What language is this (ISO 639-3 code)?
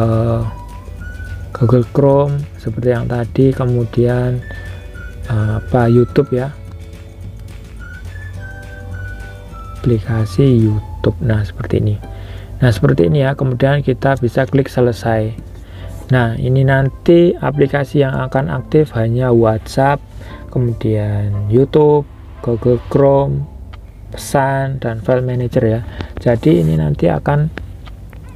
ind